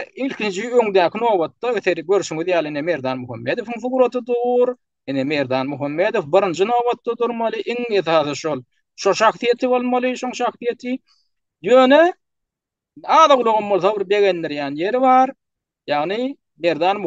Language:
Turkmen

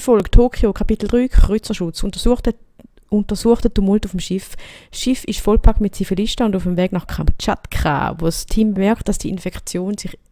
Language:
Swiss German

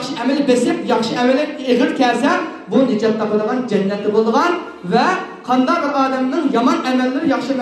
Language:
Uyghur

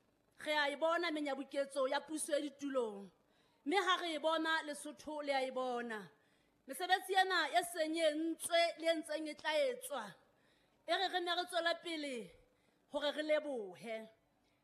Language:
Southern Sotho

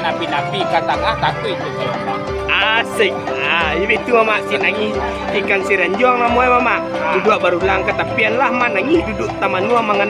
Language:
Minangkabau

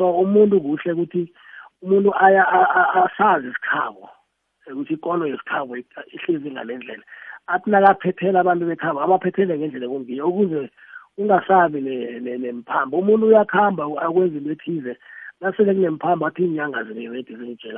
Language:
South Ndebele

